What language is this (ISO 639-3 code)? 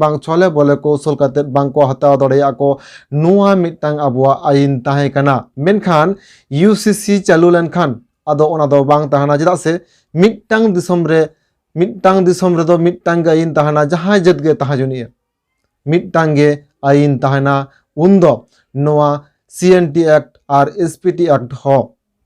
sat